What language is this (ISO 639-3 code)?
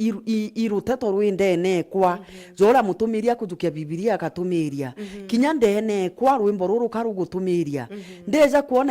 mer